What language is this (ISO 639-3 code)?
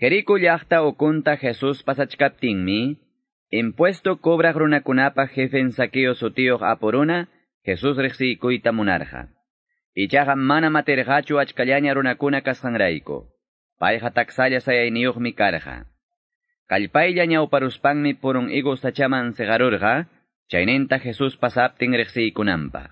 quy